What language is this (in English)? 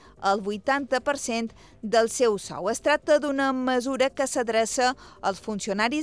Catalan